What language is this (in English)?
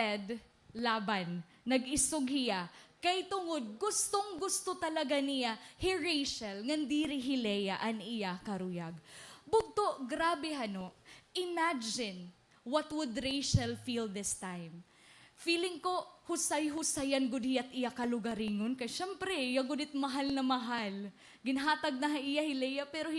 Waray